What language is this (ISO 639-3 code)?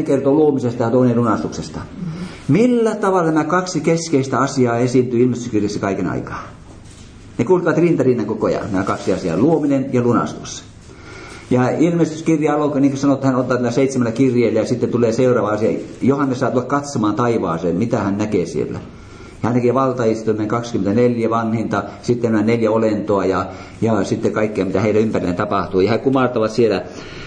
fin